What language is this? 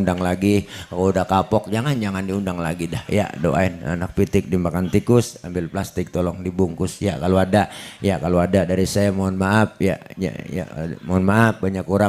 Betawi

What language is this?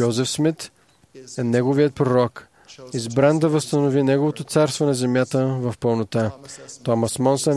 Bulgarian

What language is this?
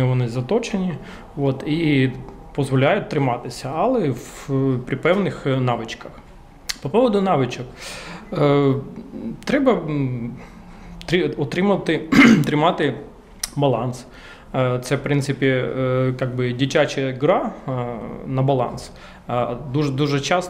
Ukrainian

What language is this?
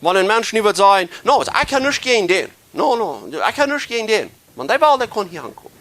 Plautdietsch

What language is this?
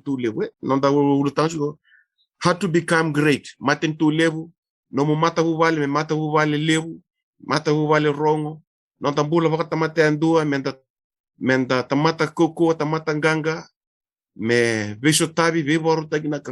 Fijian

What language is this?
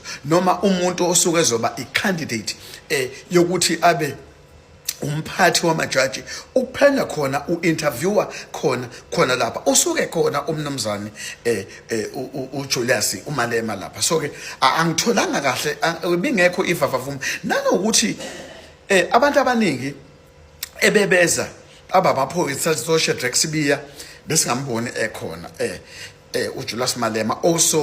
Zulu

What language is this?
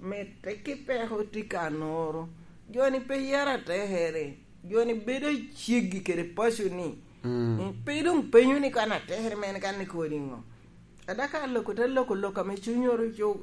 Lango (Uganda)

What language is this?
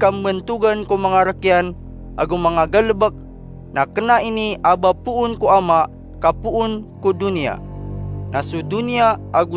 Maranao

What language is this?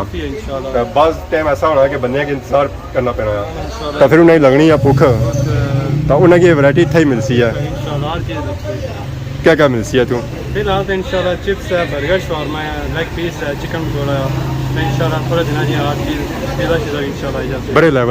Pahari-Potwari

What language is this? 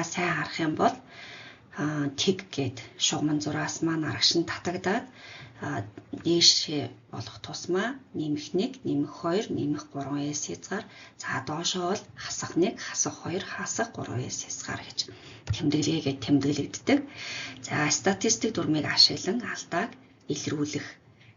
Mongolian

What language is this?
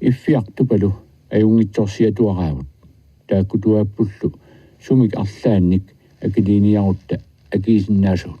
Kalaallisut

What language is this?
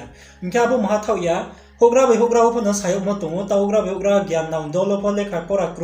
Riang (India)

